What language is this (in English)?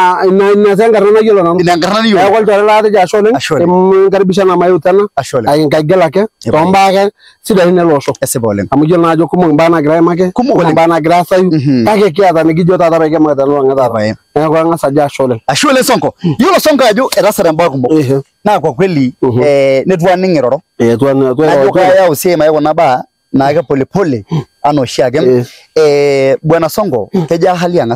Masai